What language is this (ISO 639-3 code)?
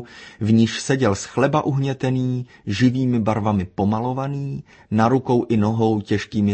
ces